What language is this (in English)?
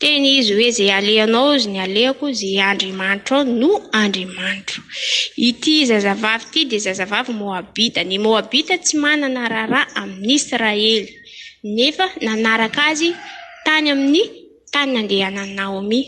Malagasy